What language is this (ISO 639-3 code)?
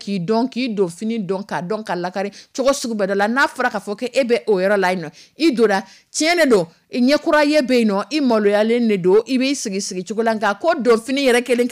dyu